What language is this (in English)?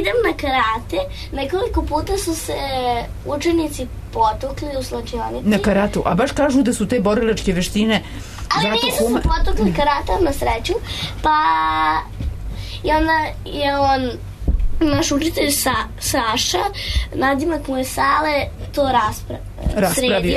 Serbian